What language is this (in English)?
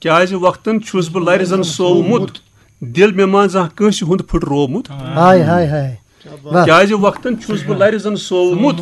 Kashmiri